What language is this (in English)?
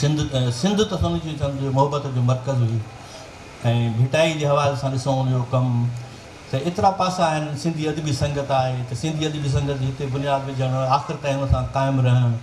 Sindhi